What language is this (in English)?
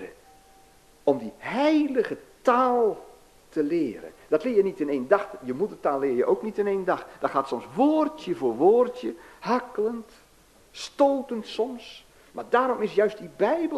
Dutch